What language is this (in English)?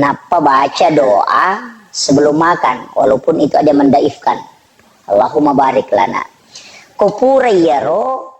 Buginese